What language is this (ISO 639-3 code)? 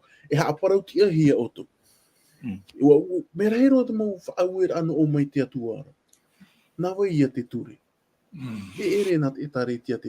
tah